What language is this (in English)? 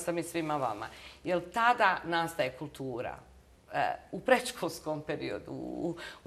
Bosnian